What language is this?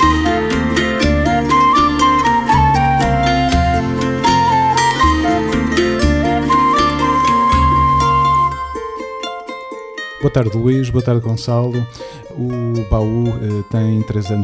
Portuguese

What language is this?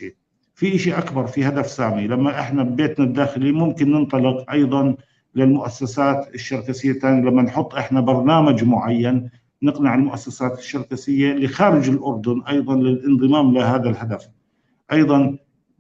North Levantine Arabic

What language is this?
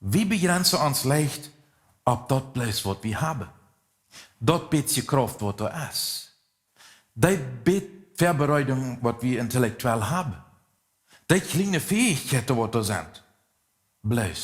Plautdietsch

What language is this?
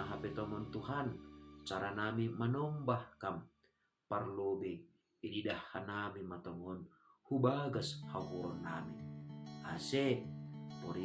Batak Simalungun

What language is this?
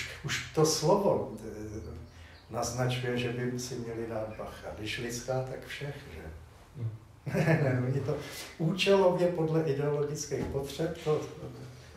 Czech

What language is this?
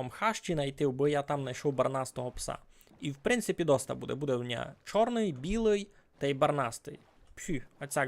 Rusyn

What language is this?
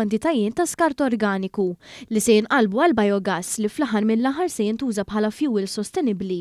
Maltese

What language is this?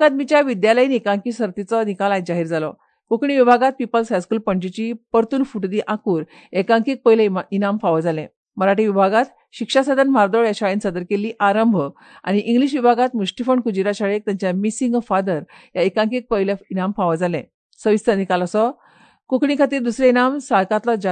Konkani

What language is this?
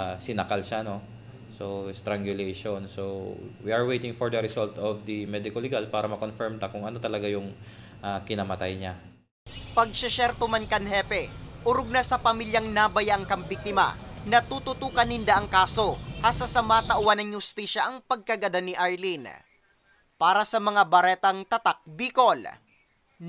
Bikol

